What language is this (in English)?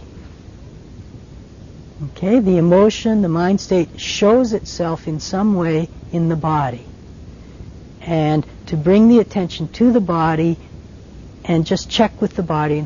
English